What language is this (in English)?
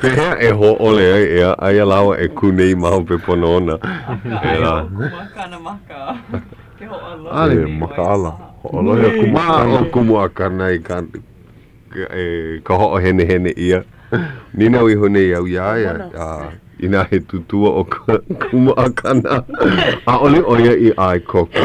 Hawaiian